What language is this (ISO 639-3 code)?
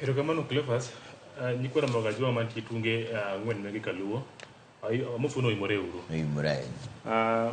luo